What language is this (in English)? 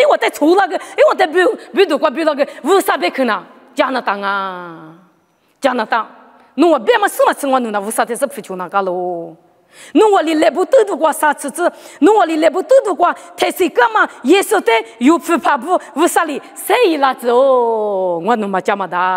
Lisu